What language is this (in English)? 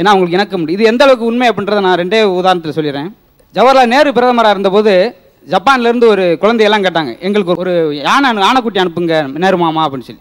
Tamil